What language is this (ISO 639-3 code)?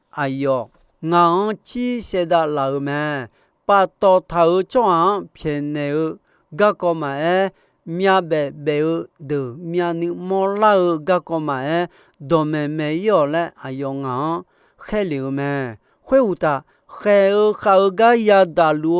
ahk